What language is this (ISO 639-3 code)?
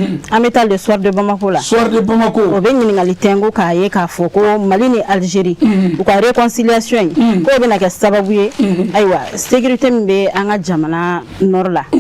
bam